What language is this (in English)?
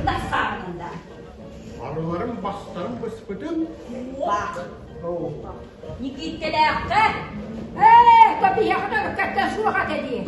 Yakut